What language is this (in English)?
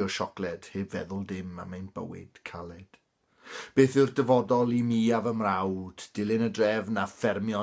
Welsh